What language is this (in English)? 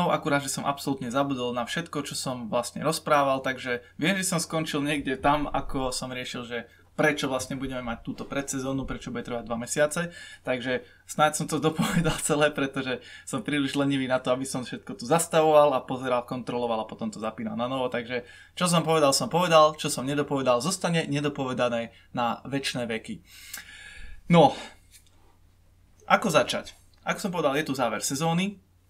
Slovak